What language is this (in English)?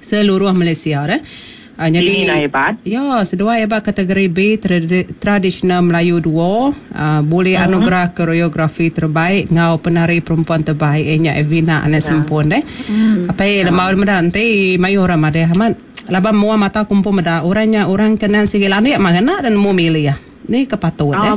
Iban